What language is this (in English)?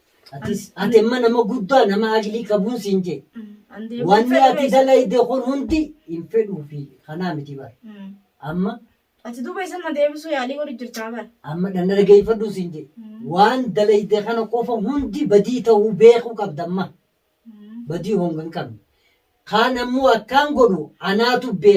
Oromo